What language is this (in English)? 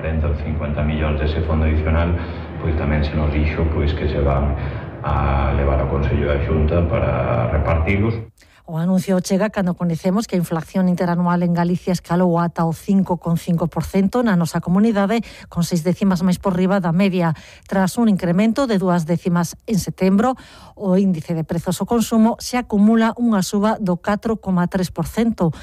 Galician